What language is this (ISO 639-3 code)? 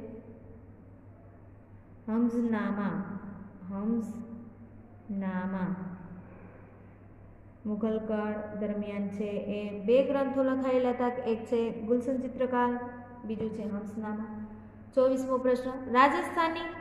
guj